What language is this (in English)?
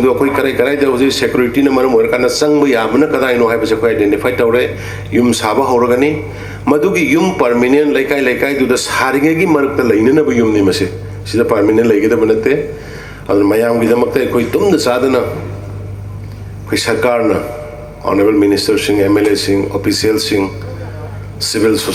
Manipuri